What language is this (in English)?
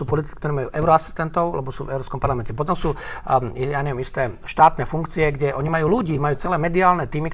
Slovak